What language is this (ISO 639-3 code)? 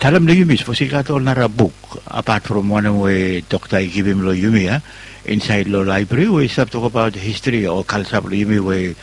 bis